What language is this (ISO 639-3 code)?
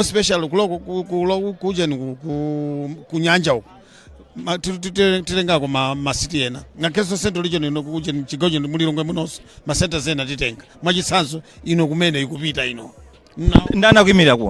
nya